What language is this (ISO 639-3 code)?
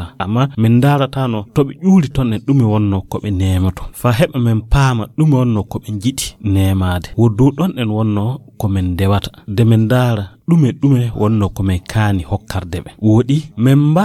fuv